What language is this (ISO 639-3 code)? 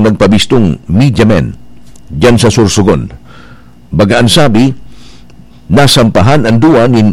bik